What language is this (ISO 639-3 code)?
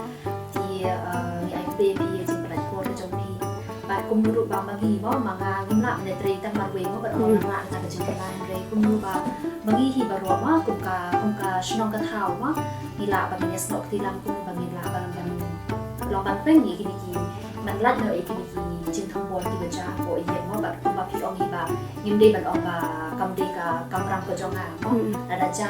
kha